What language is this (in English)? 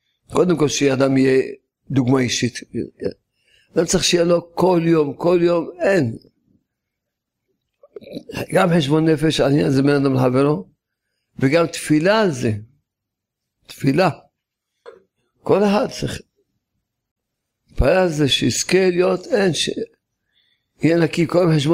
Hebrew